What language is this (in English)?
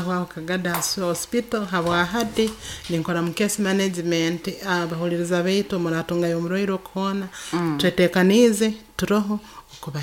Nyoro